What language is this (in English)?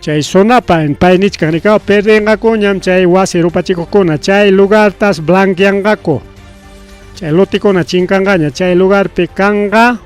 Ayacucho Quechua